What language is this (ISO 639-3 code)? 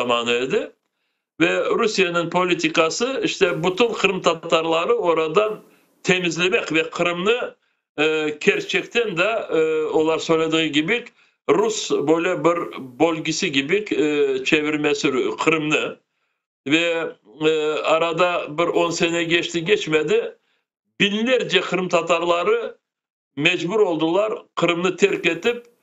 crh